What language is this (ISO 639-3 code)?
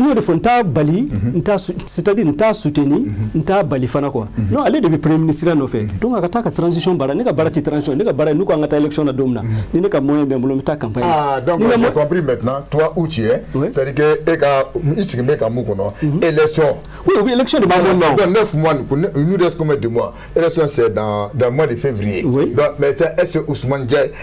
bam